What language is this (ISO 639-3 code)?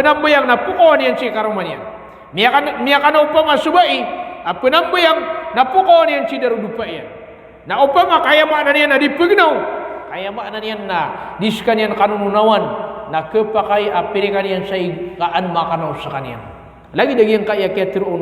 mrw